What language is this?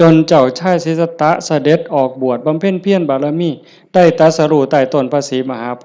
Lao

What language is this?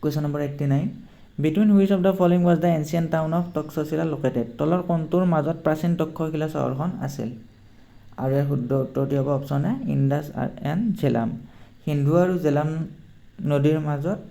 Assamese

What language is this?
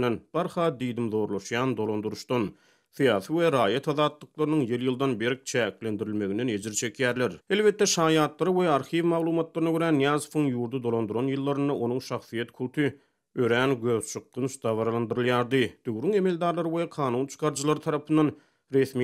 Turkmen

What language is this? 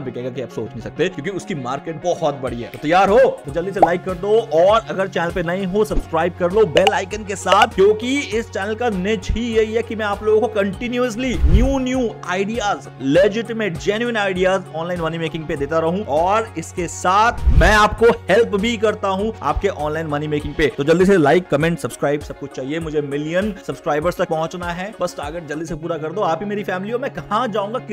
Hindi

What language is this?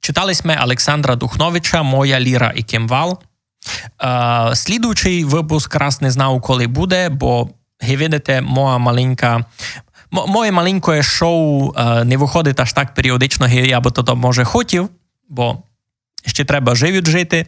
Rusyn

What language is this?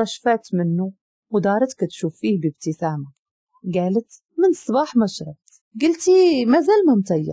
Moroccan Arabic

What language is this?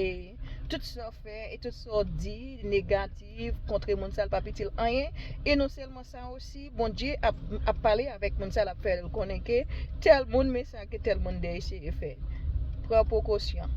Haitian Creole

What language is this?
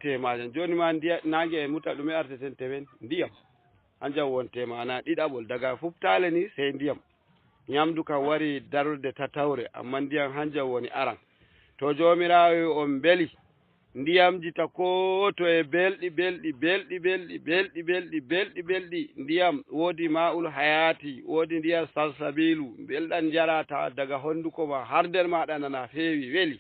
Fula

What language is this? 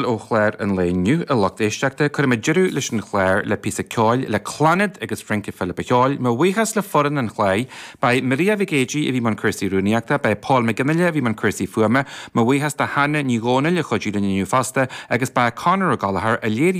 Irish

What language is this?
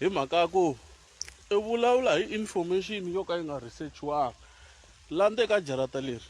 Tsonga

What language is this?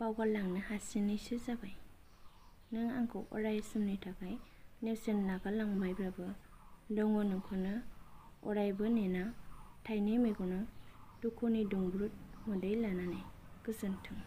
Bodo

